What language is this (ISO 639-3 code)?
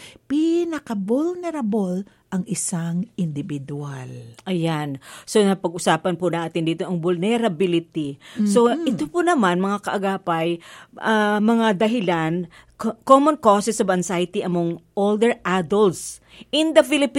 fil